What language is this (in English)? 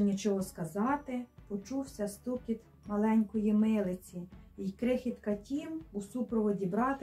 Ukrainian